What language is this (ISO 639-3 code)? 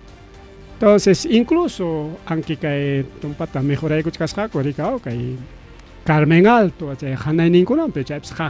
quy